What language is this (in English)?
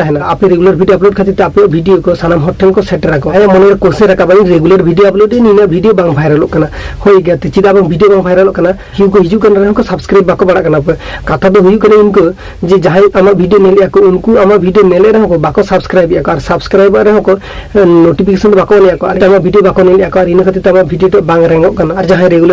Santali